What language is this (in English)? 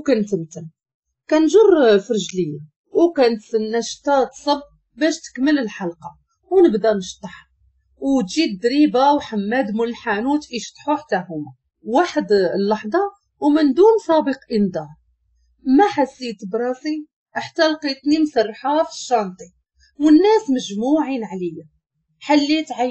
Moroccan Arabic